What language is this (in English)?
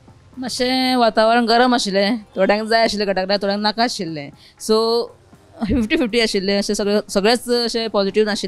Konkani